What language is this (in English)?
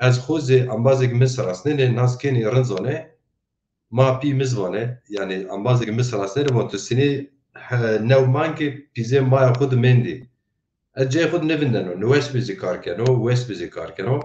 Zaza